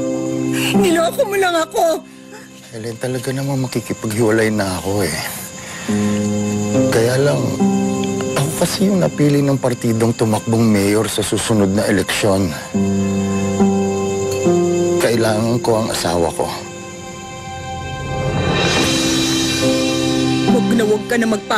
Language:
Filipino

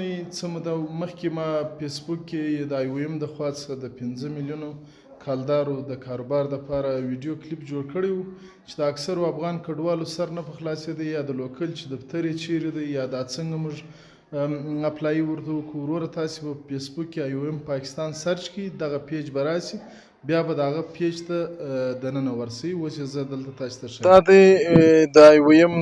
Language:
Pashto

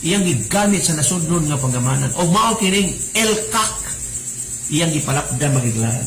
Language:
Cebuano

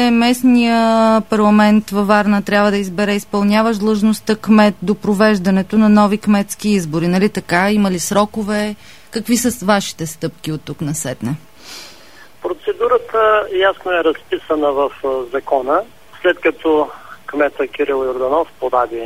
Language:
Bulgarian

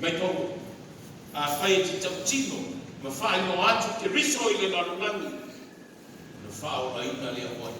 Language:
Samoan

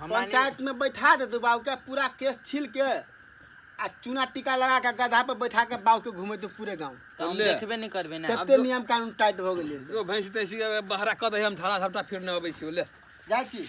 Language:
Maithili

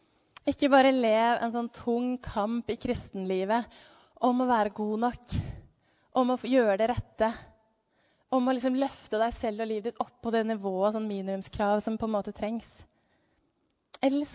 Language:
Norwegian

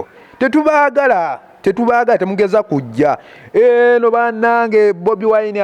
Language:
Ganda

